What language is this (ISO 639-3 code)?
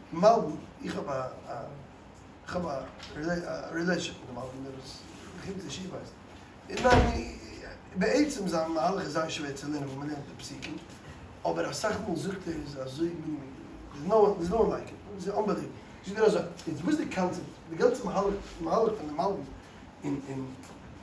yid